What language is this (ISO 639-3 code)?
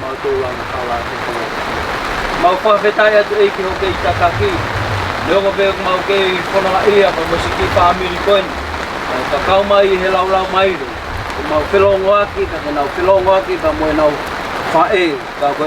ton